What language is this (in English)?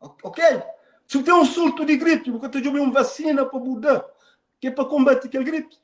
Kabuverdianu